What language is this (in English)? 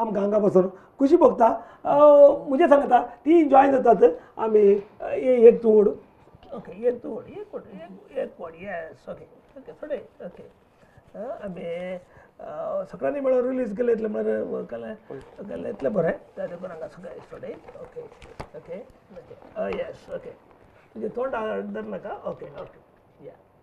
Konkani